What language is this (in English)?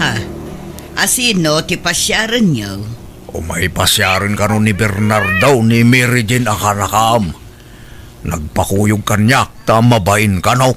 Iloko